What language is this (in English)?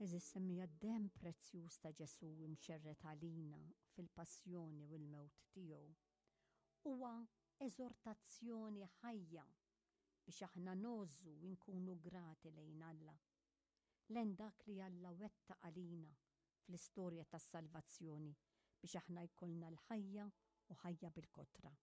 Maltese